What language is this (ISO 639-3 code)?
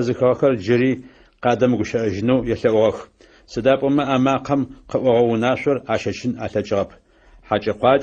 ady